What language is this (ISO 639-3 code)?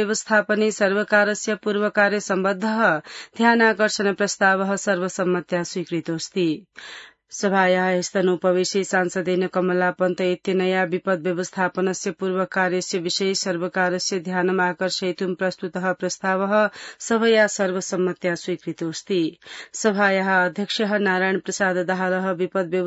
san